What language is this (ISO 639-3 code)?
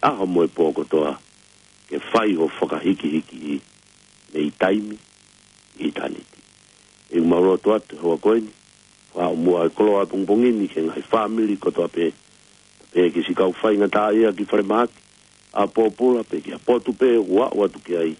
ton